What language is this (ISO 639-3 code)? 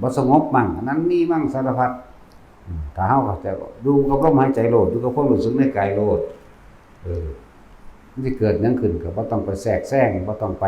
lao